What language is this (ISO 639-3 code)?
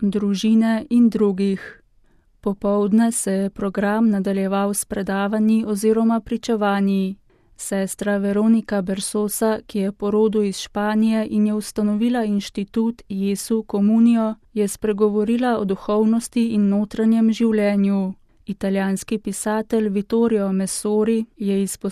slv